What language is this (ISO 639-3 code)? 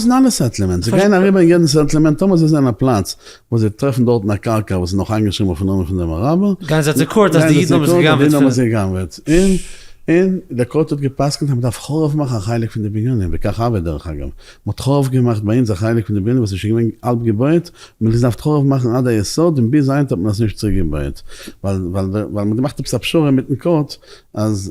yid